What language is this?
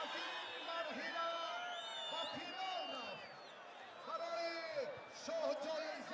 Tajik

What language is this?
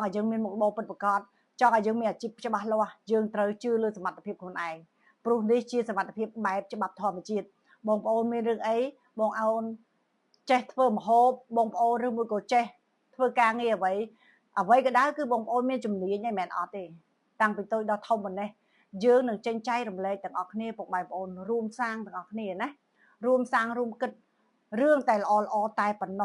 Khmer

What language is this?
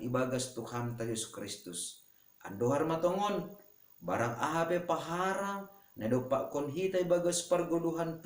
Batak Simalungun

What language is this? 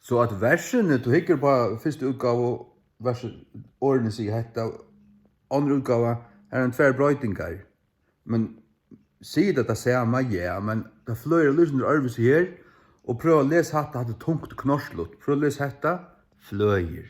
Faroese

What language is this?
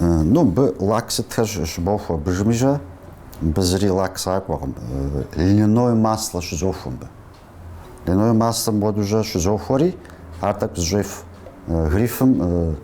Kabardian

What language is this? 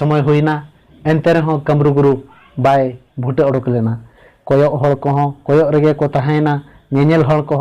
Santali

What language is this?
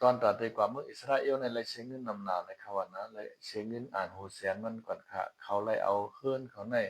Shan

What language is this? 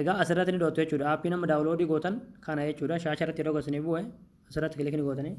Oromo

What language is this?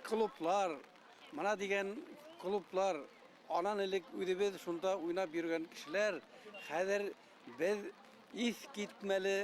Bashkir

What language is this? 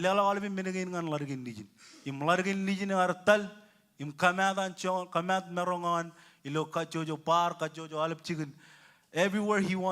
Marshallese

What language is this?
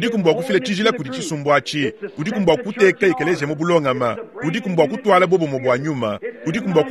Luba-Lulua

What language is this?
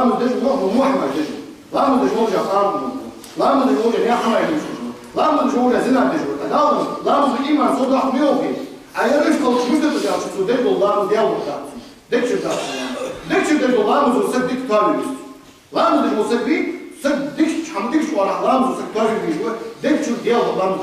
Ingush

